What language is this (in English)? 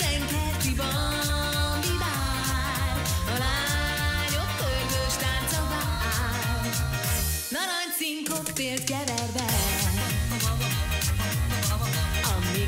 Hungarian